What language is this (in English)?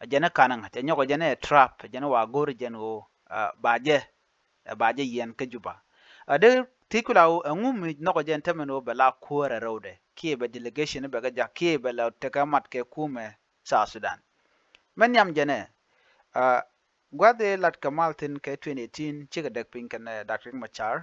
Nuer